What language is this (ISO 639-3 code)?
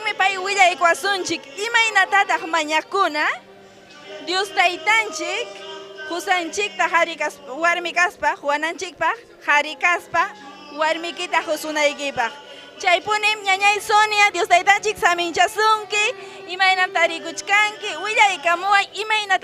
quy